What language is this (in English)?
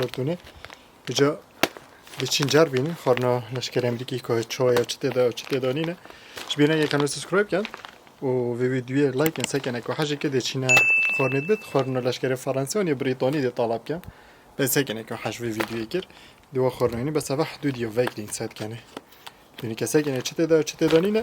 Kurdish